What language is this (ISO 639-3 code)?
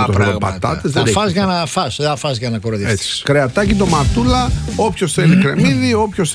ell